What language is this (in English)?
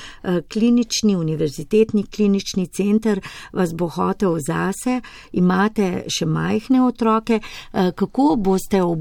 Slovenian